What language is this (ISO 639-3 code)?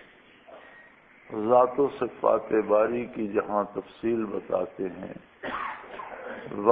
urd